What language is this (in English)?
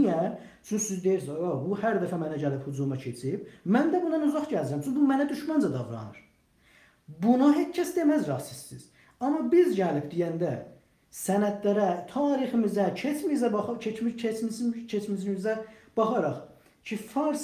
South Azerbaijani